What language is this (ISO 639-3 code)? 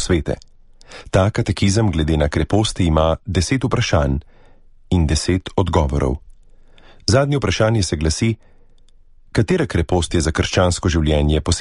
slv